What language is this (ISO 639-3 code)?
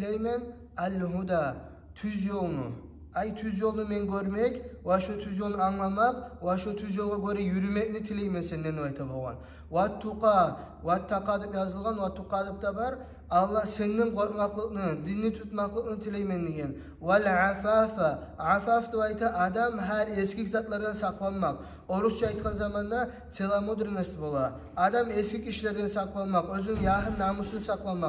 kum